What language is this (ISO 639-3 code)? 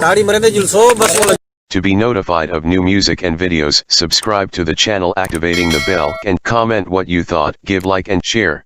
skr